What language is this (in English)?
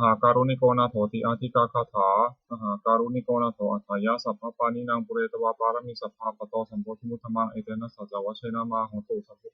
Pali